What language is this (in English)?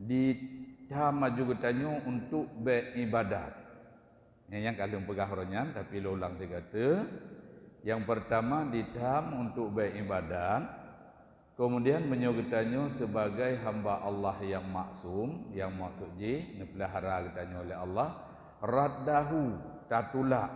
Achinese